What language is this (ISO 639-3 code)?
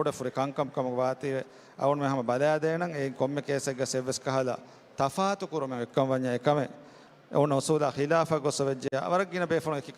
div